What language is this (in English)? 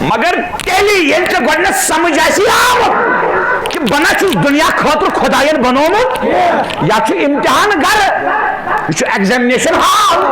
Kashmiri